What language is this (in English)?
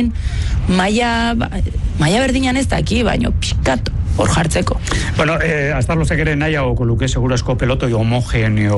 Basque